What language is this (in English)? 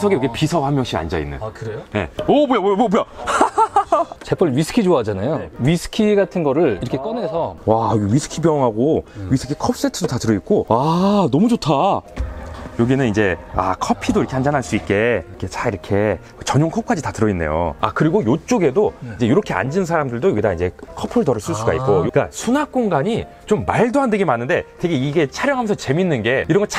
Korean